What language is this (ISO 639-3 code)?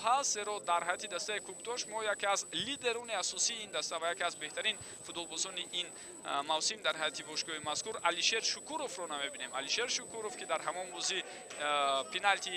tgk